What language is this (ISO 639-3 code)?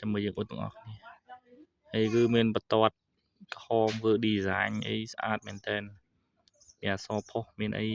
khm